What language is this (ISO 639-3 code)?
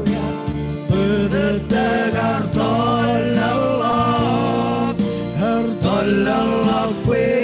mah